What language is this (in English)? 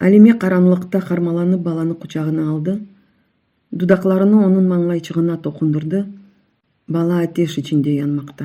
Crimean Tatar